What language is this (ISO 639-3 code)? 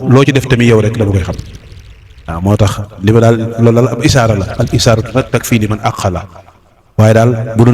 wol